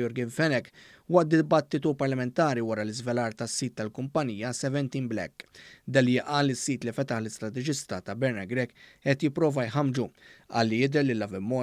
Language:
Maltese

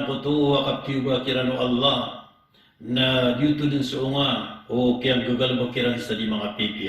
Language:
Maranao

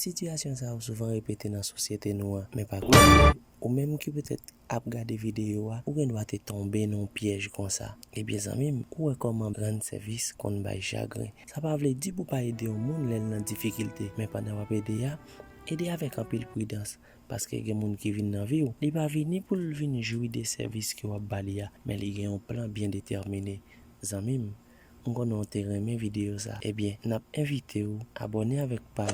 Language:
Haitian Creole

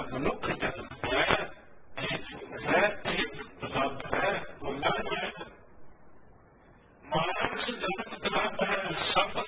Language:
Punjabi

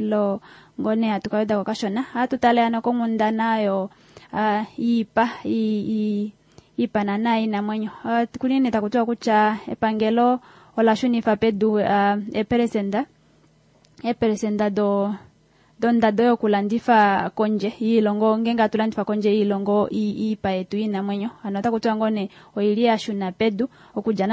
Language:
Kuanyama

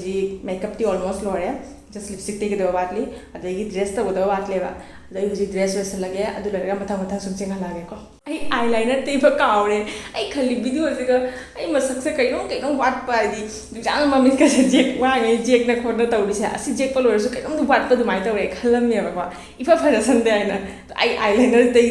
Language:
Manipuri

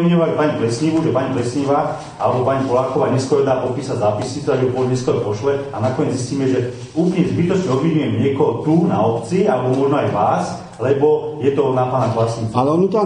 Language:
Slovak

